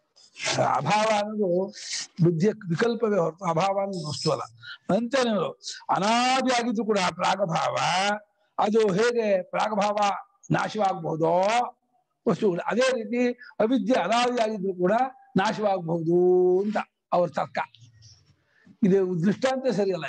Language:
Kannada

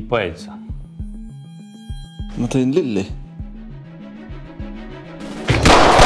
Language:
Estonian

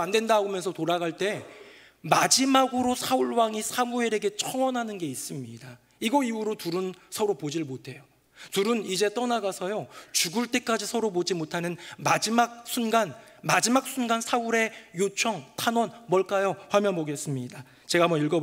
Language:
Korean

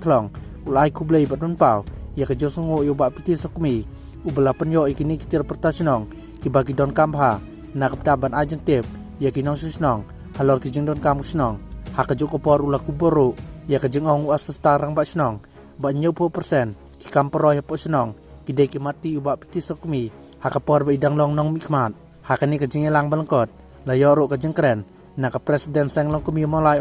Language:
Khasi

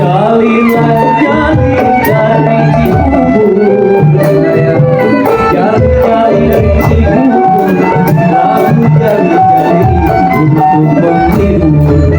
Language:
Betawi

